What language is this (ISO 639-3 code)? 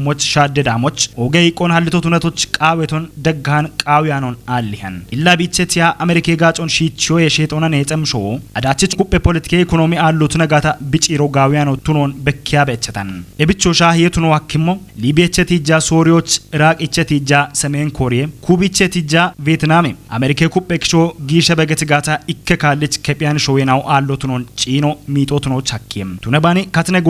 kbr